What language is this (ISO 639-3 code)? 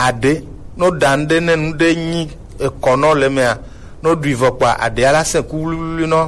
gej